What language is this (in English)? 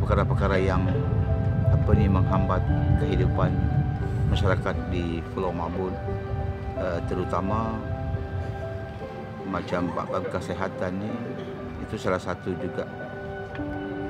Malay